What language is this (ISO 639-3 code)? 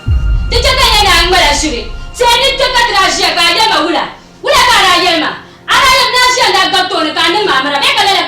dag